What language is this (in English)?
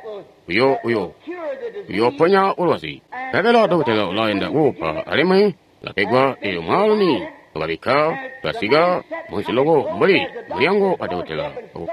Tonga (Zambia)